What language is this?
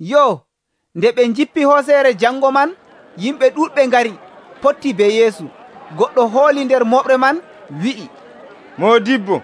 Nigerian Fulfulde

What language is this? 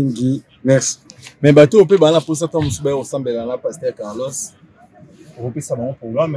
Lingala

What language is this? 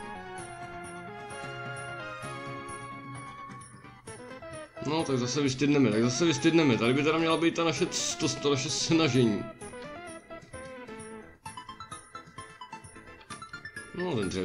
Czech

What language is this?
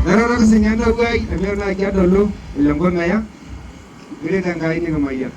Masai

